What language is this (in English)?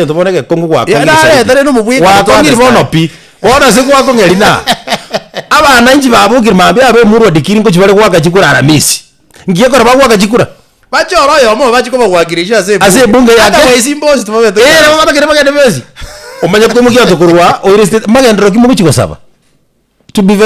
Gusii